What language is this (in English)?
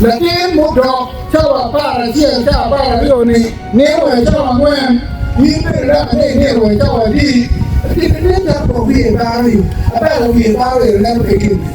Acoli